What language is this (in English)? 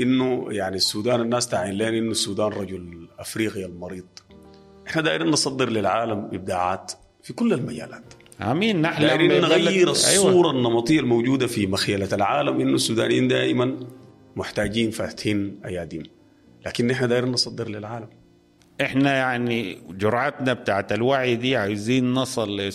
Sudanese Arabic